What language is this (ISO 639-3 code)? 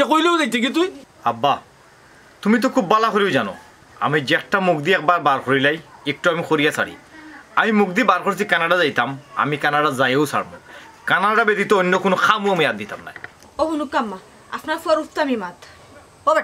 syl